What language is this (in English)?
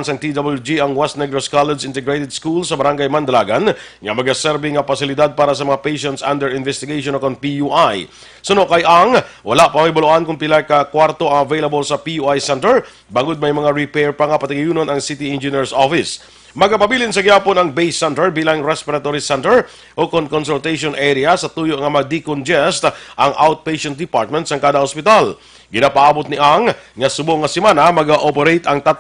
Hiligaynon